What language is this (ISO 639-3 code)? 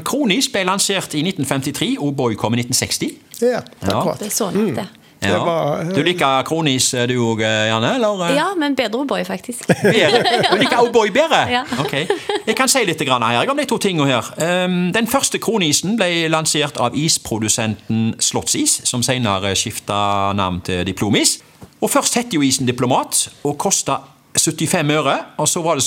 nor